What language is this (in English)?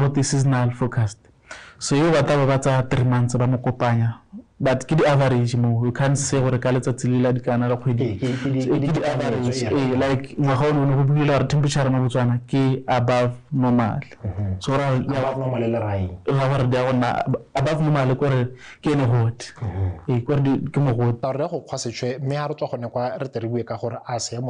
Tswana